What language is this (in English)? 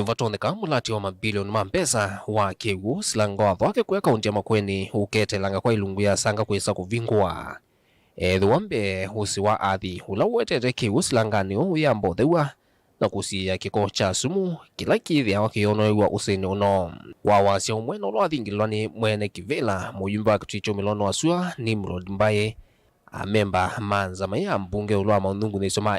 Kamba